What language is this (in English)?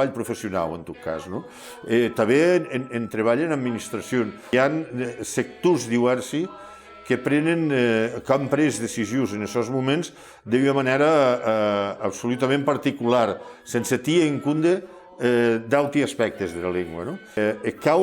Occitan